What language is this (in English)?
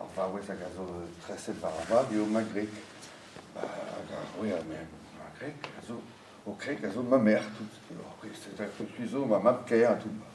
Breton